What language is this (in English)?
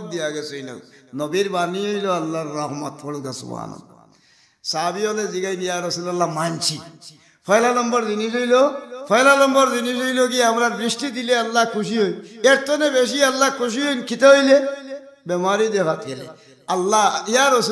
Sylheti